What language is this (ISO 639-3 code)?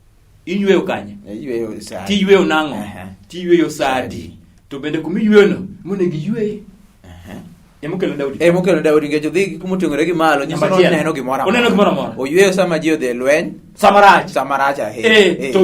luo